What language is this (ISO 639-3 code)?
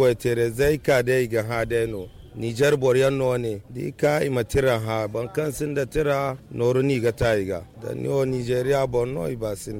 dje